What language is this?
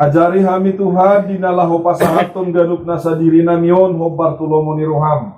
Batak Toba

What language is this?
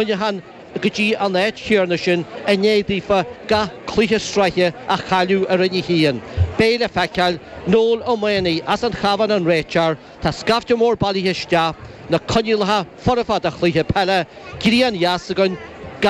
Irish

